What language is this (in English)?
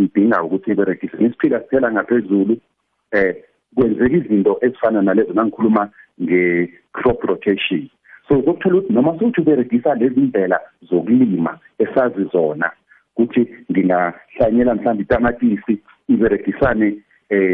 South Ndebele